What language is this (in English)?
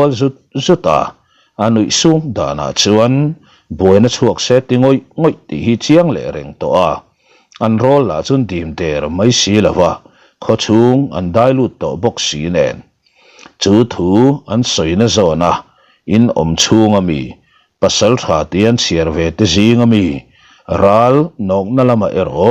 Mizo